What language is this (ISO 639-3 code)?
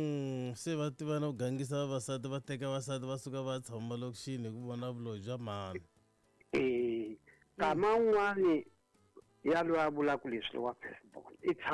tso